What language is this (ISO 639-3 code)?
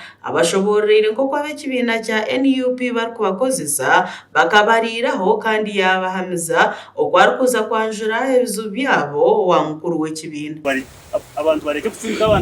nyn